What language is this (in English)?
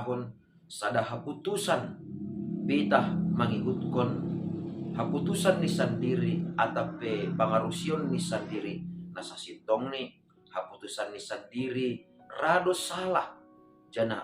Batak Simalungun